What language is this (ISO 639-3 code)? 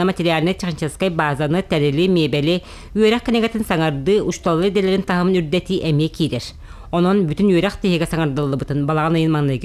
sah